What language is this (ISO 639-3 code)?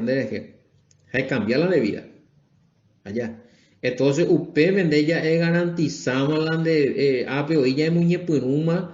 grn